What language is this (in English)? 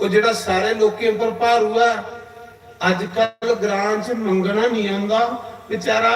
Dogri